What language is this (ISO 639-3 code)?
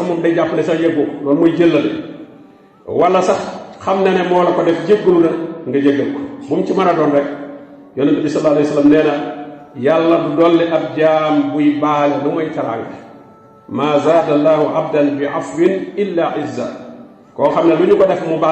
wol